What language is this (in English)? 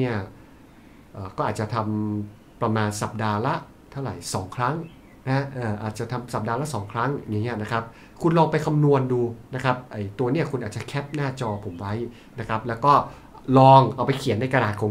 Thai